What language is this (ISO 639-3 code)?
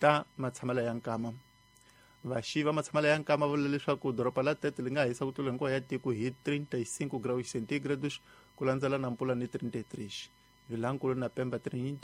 tso